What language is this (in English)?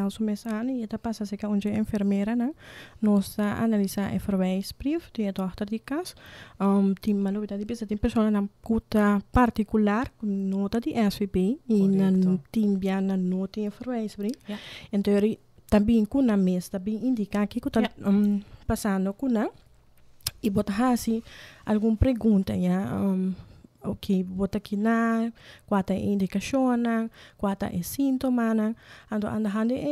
Papiamento